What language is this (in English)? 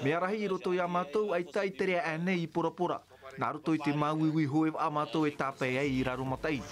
Tahitian